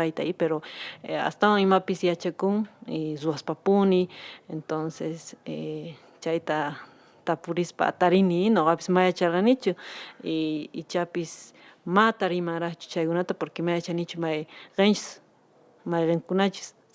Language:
Quechua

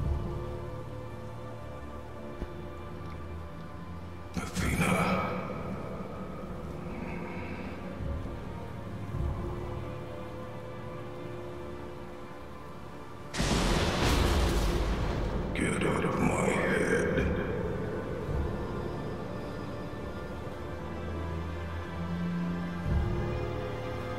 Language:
Hungarian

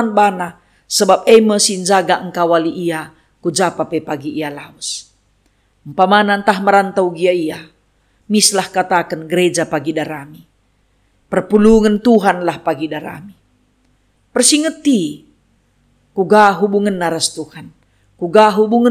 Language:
Batak Karo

